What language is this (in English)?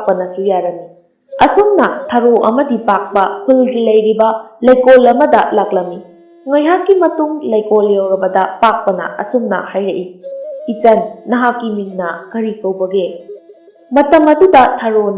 Manipuri